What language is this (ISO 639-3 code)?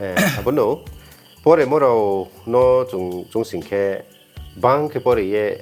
ria